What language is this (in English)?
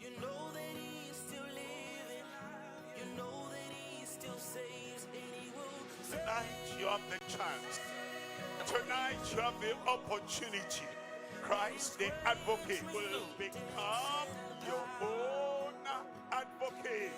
Ewe